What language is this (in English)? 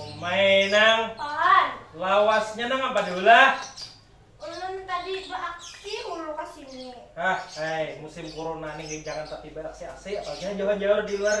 Banjar